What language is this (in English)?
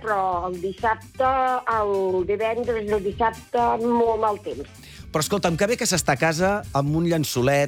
Catalan